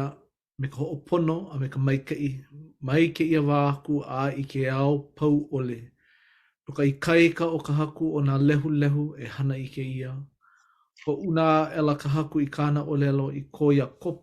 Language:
Hawaiian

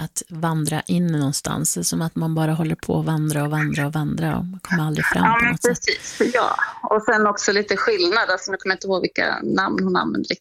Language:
Swedish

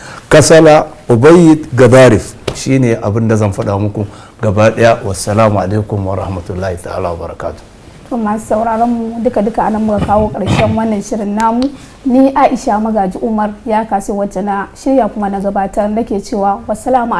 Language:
Hausa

